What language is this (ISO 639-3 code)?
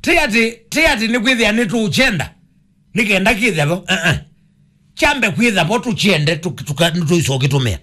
kam